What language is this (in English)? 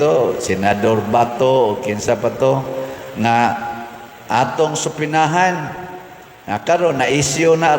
Cebuano